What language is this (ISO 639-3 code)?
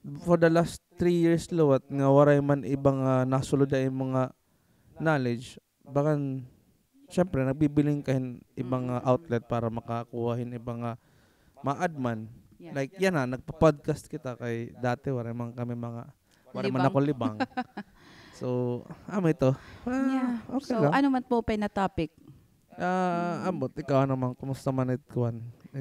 war